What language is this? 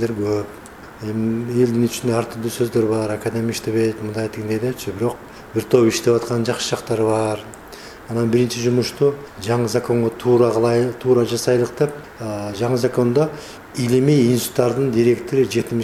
Kyrgyz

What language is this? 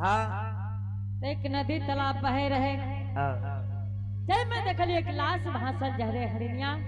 Angika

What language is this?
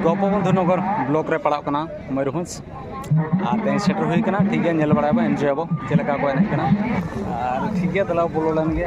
Santali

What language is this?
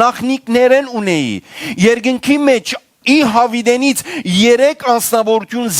Western Armenian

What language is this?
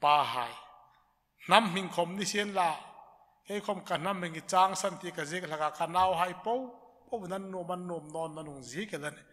Hmar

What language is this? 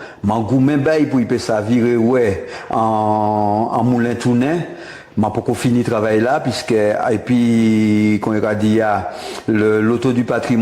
Guadeloupean Creole French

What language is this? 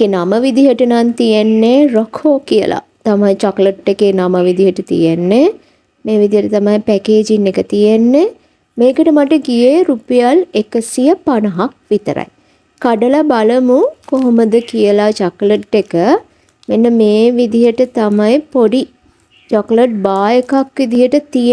Sinhala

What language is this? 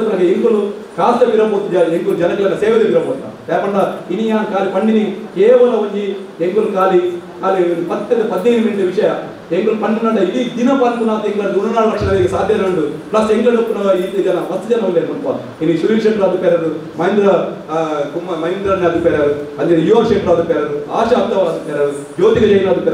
Tulu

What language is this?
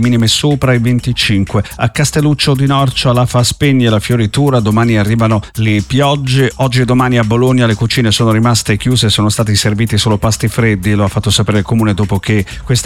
Italian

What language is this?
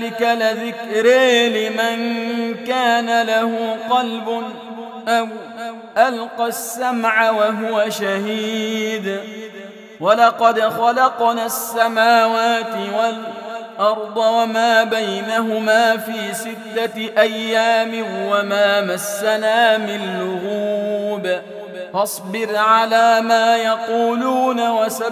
Arabic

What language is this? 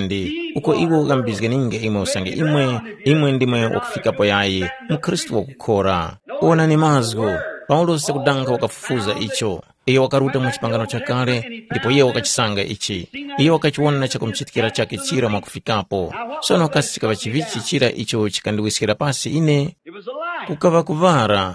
Tumbuka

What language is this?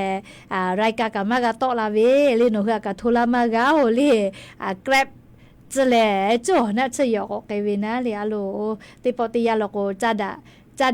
Lahu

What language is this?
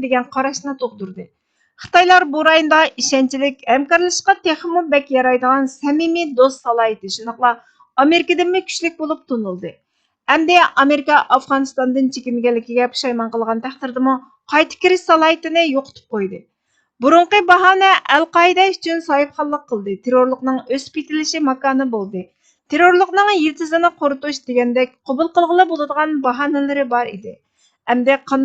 Uyghur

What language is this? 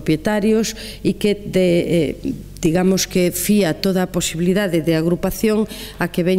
Galician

